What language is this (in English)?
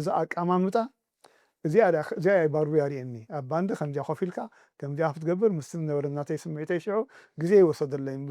Tigrinya